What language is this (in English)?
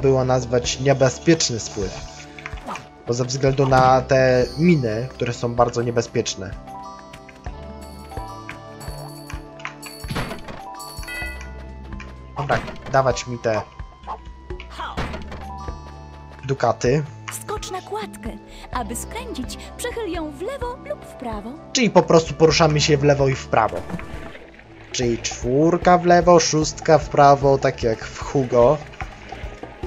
Polish